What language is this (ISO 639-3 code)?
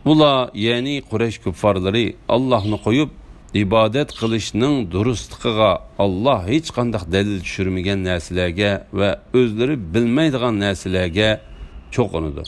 uig